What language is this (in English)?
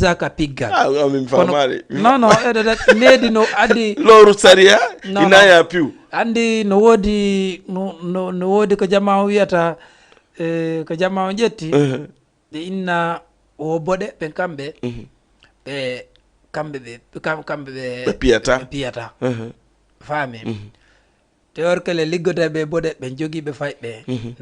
Fula